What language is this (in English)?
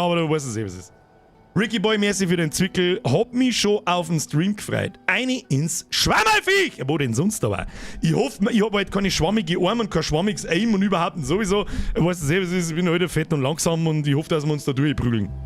Bavarian